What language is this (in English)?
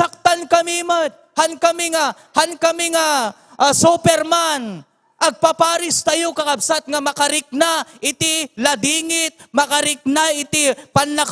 Iloko